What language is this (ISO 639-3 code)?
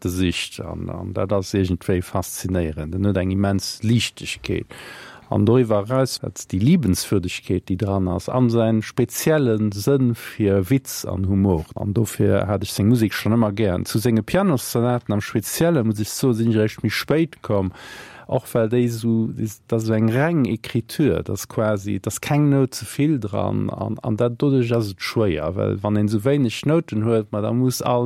ltz